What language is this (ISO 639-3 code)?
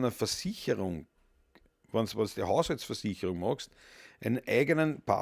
bar